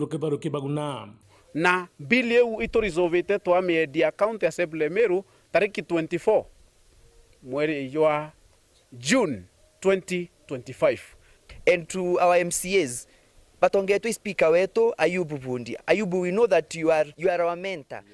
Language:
Meru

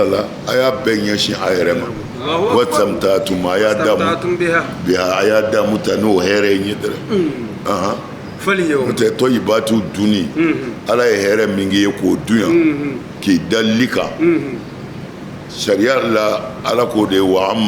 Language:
Bambara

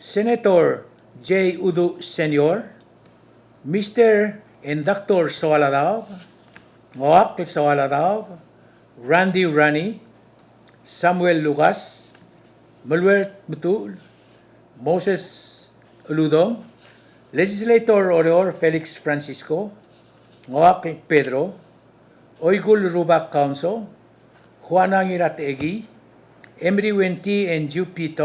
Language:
Palauan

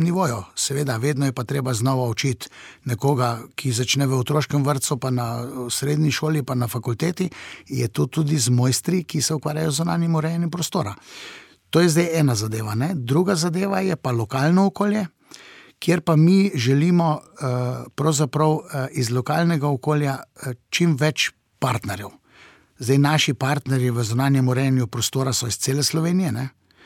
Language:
Slovenian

